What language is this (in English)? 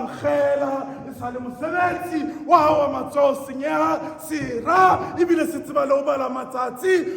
Southern Sotho